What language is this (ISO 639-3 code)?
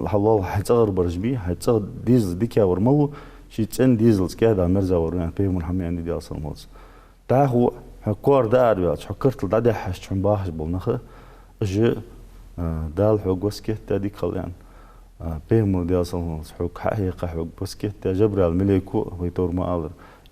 inh